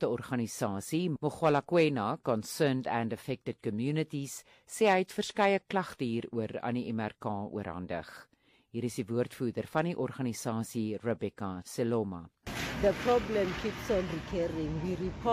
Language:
Afrikaans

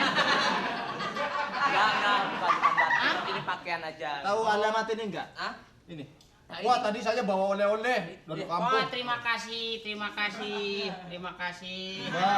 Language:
Betawi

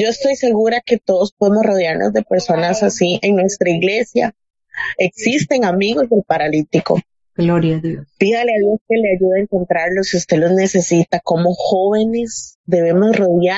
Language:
Spanish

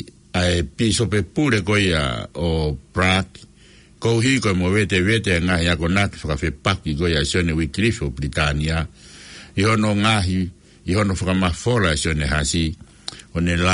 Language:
Tongan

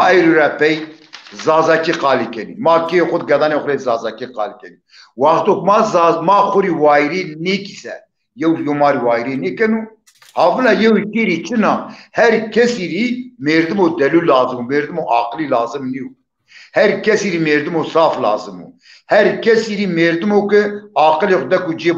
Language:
Zaza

